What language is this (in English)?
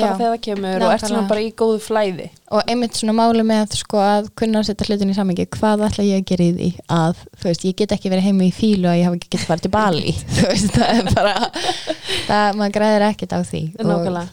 Icelandic